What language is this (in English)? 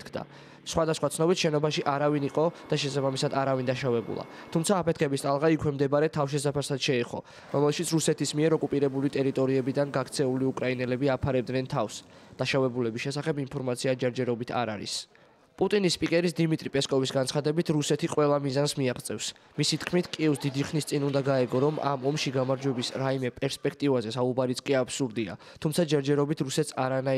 Georgian